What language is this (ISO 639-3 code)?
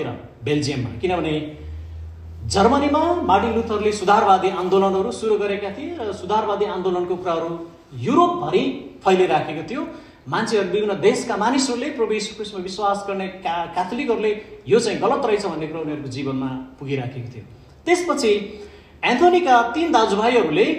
nep